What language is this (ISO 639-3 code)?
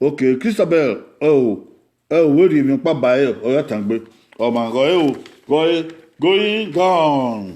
bin